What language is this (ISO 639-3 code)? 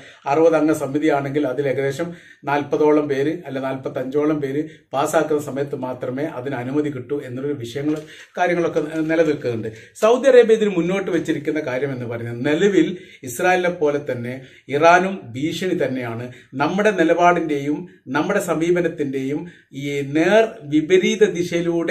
mal